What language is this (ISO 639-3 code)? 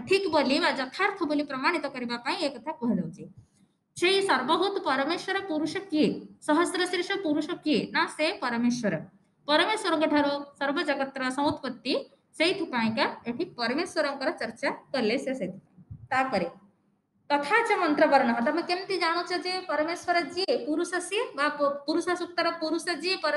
ori